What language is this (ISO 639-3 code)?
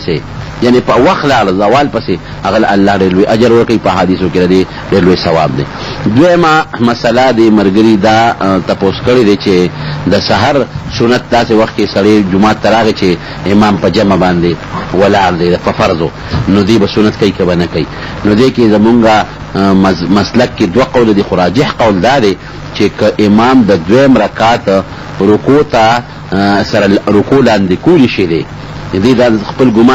pus